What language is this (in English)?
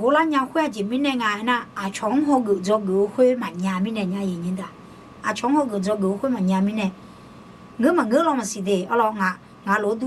Akha